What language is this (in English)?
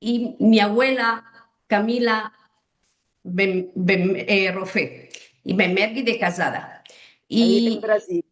Ladino